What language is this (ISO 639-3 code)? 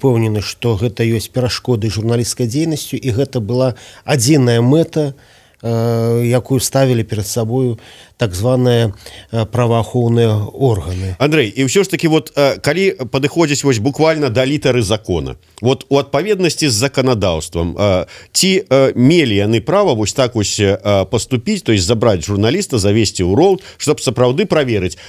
bel